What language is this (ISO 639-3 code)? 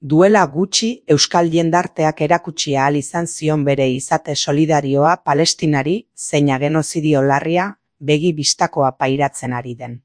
eus